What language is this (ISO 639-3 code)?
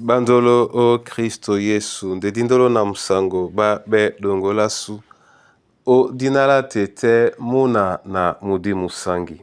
dua